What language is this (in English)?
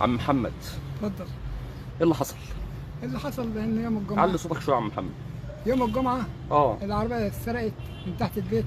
Egyptian Arabic